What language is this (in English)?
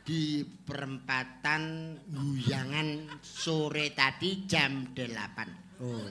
Javanese